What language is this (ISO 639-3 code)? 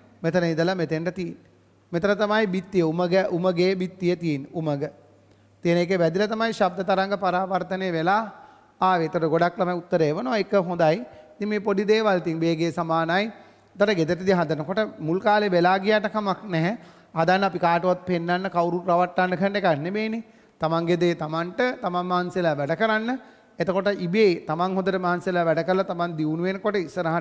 sin